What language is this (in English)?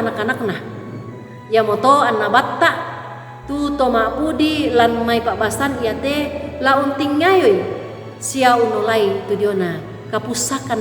Toraja-Sa'dan